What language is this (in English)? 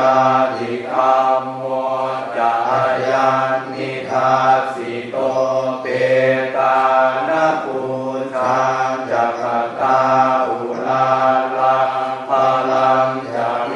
Pali